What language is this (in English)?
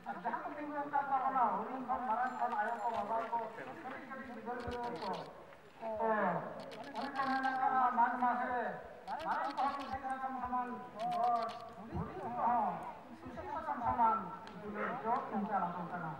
Santali